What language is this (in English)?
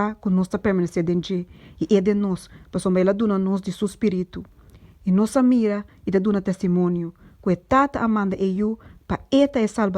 Papiamento